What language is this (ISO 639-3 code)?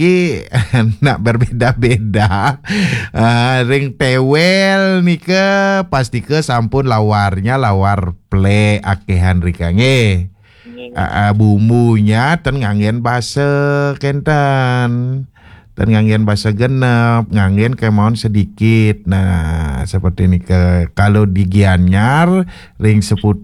ban